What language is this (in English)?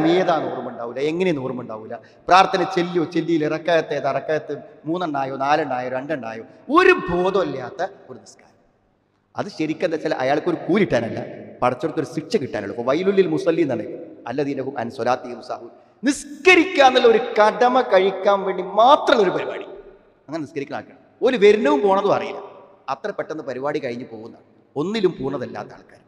Malayalam